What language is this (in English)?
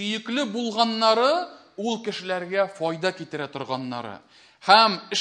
Tatar